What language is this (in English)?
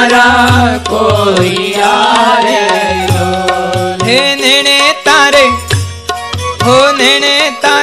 Gujarati